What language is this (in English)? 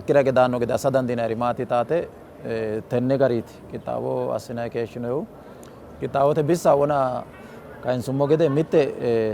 Sidamo